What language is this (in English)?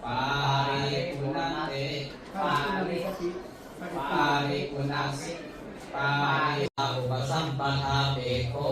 Pali